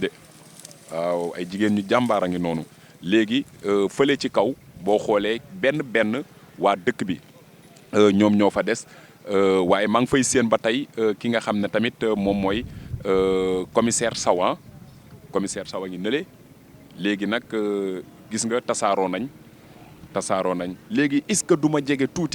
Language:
Wolof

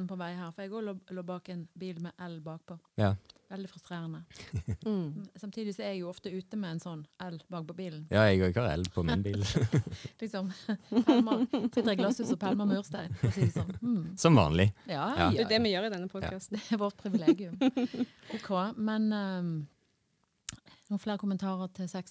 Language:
Norwegian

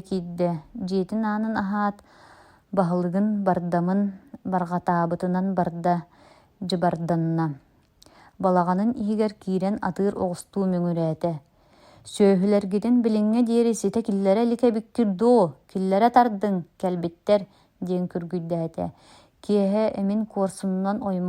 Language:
Yakut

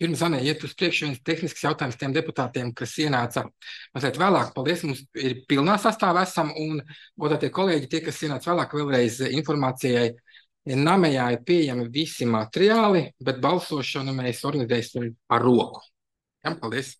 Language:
Latvian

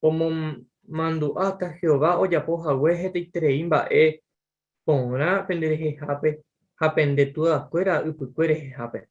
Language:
Guarani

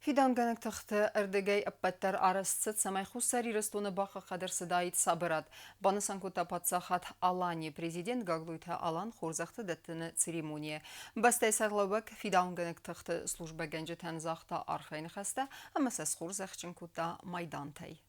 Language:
Ossetic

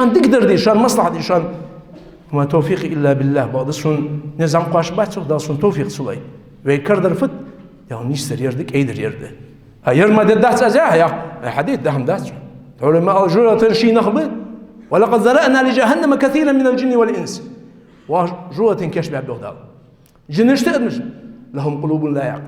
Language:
Ingush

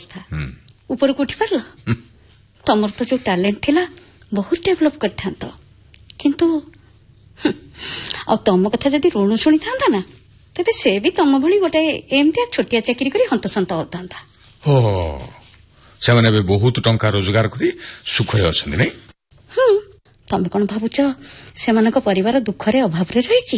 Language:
Odia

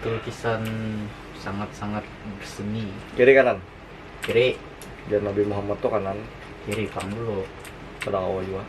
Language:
Banjar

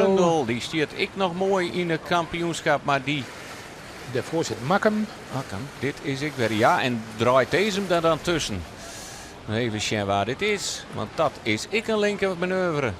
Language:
Western Frisian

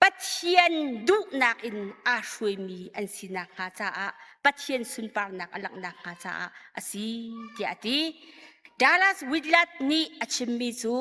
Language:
Hakha Chin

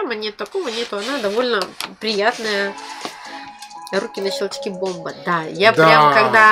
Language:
Russian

